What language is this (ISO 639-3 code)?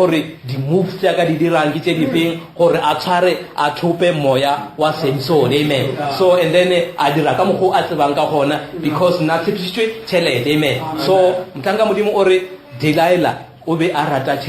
nso